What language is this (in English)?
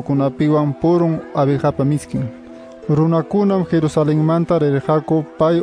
Ayacucho Quechua